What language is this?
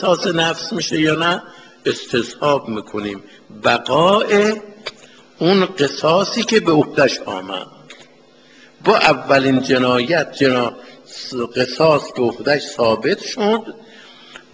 Persian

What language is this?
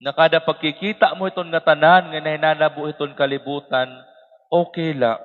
Waray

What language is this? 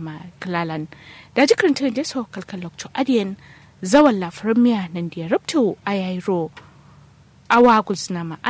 Kanuri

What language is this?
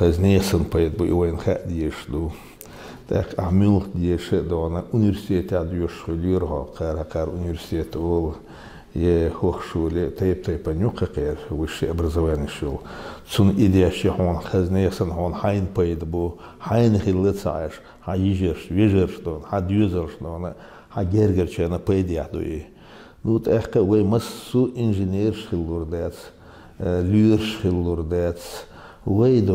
Chechen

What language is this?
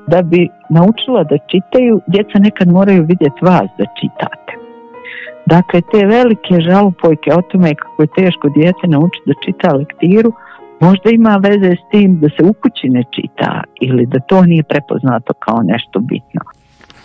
Croatian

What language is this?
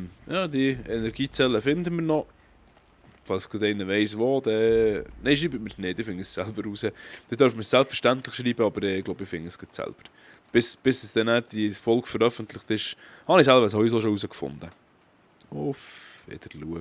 Swiss German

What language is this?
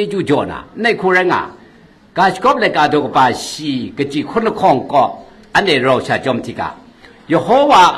Kachin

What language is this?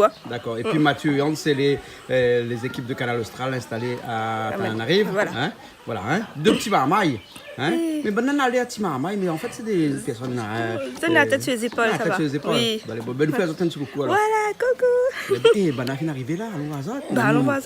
Réunion Creole French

